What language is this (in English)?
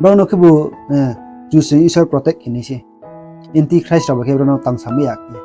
Riang (India)